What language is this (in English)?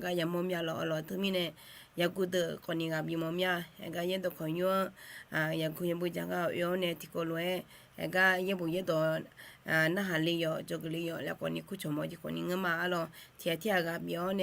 Akha